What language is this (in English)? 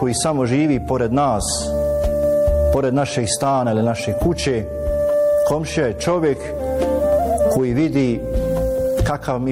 Bosnian